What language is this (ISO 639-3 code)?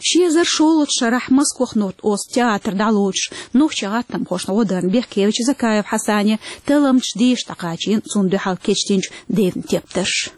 che